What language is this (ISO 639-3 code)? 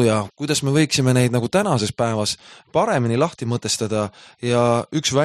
est